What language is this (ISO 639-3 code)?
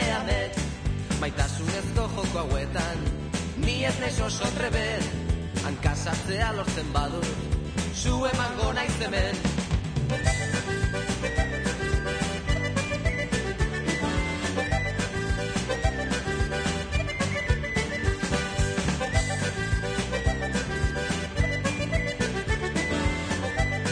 eus